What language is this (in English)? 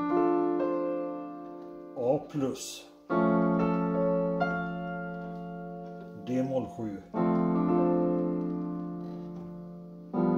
Swedish